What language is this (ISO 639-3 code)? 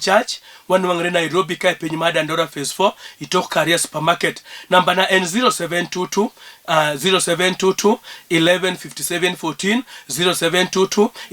luo